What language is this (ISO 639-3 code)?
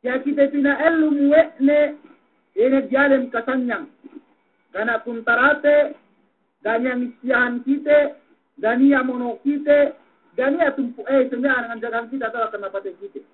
yka